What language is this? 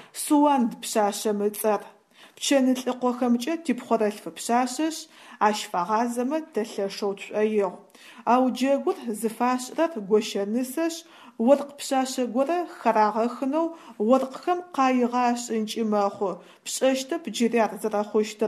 Adyghe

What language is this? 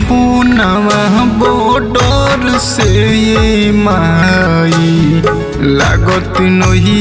Bhojpuri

